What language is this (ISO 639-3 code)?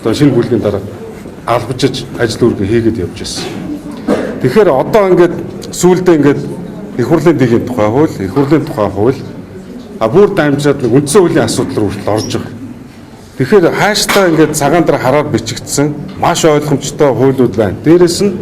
mon